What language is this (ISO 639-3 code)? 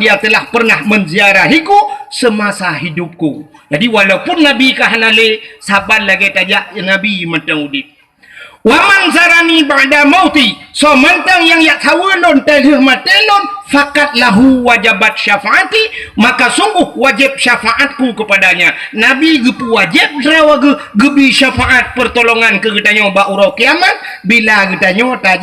ace